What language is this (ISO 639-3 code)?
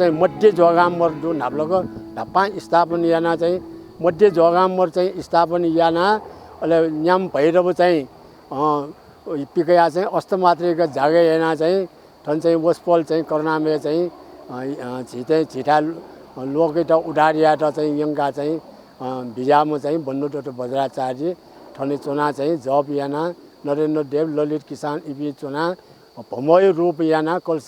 new